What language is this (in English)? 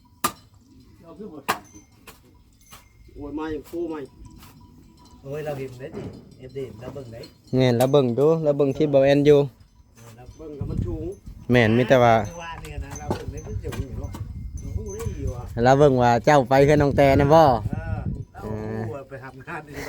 Lao